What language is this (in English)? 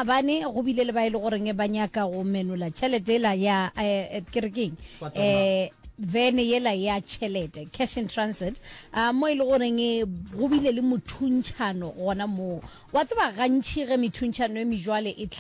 Northern Sotho